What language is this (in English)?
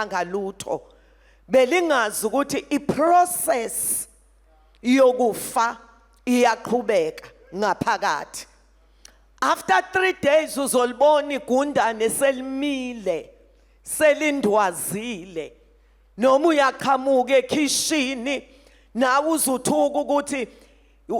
Zulu